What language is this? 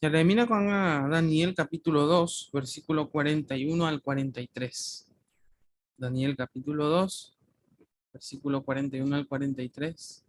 Guarani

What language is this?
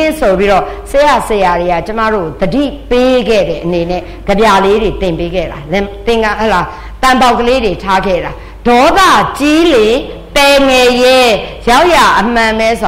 Burmese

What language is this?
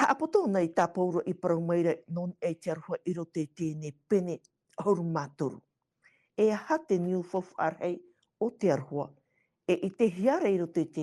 Tahitian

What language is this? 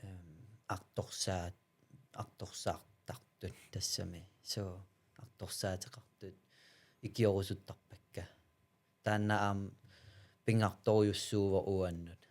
Kalaallisut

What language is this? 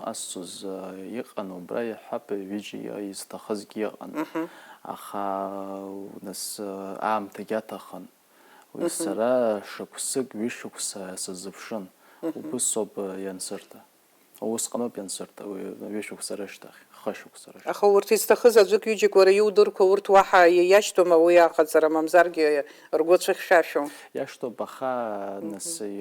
Abkhazian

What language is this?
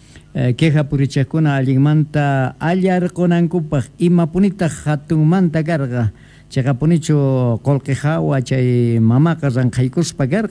Quechua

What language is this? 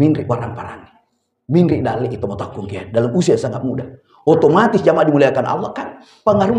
Buginese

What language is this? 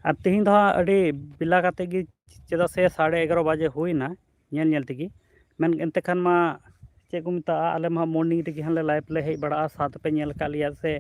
Santali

